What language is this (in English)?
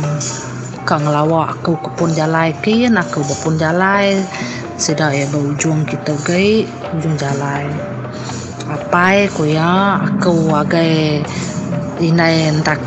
Iban